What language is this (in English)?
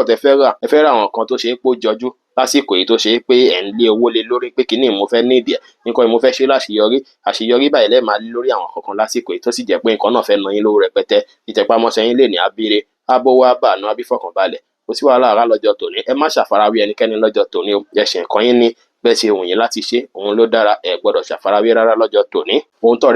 Yoruba